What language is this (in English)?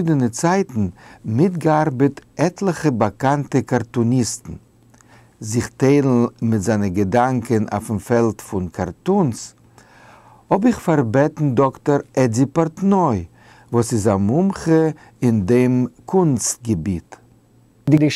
Yiddish